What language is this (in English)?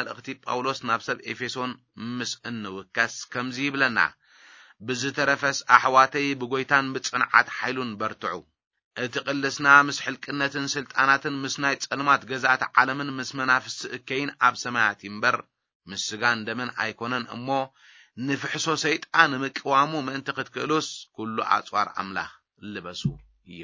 Tigrinya